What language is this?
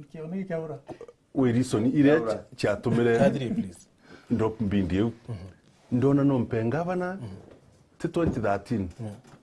Meru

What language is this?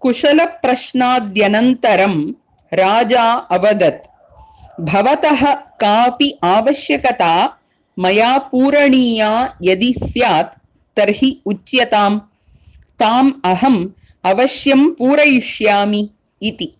Sanskrit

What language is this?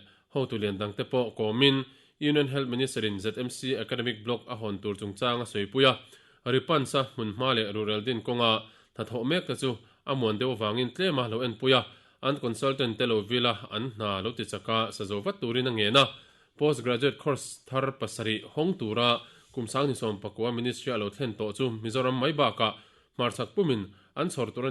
Mizo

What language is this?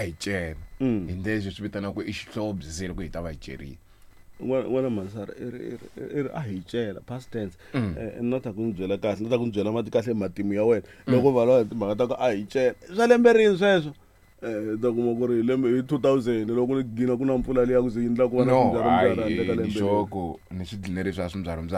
Tsonga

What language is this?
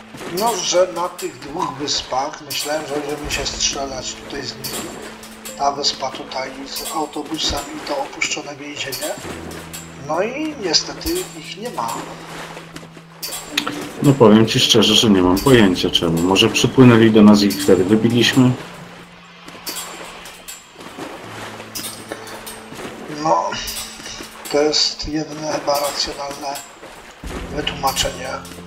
Polish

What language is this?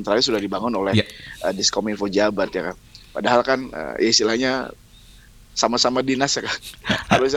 Indonesian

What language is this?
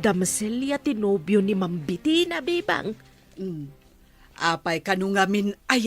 Iloko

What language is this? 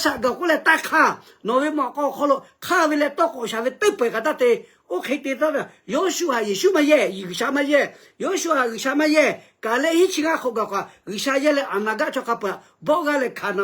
Lahu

